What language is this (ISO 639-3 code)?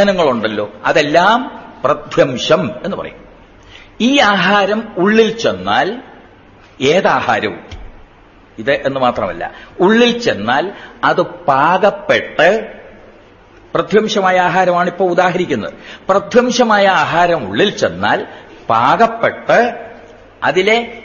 mal